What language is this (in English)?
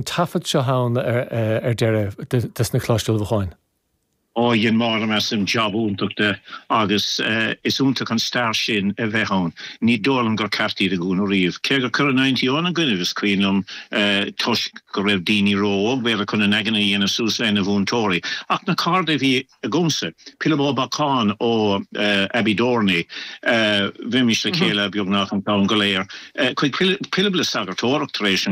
Irish